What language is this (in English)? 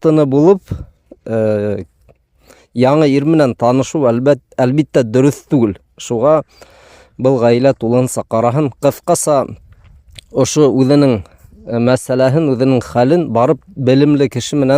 Bashkir